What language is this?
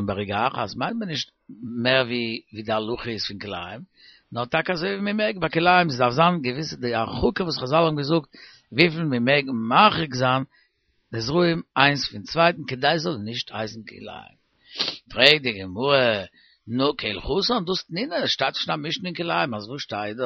Yiddish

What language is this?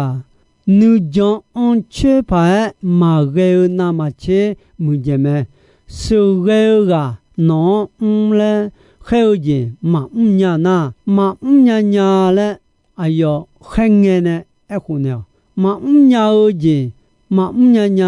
Akha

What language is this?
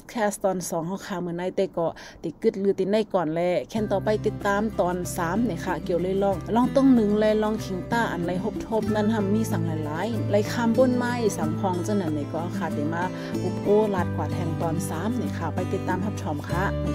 Shan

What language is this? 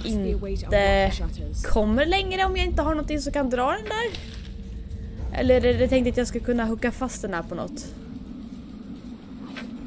Swedish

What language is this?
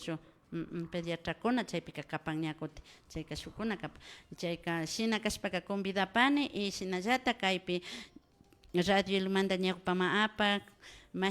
Imbabura Highland Quichua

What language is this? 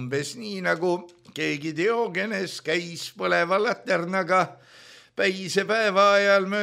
Estonian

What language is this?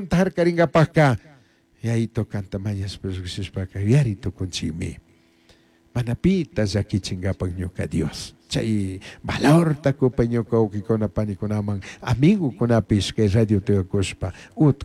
Chimborazo Highland Quichua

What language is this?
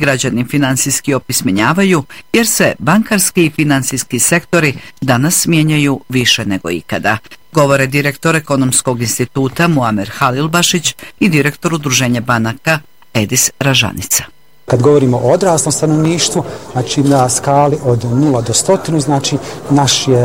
Bosnian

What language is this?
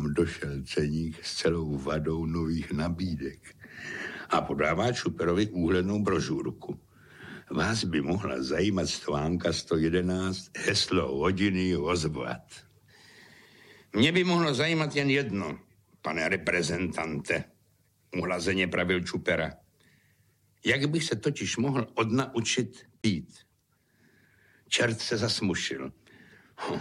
Czech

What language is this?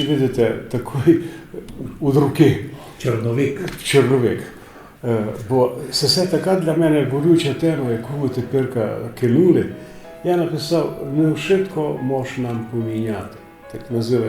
Rusyn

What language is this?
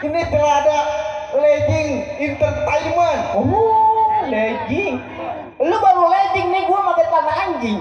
Betawi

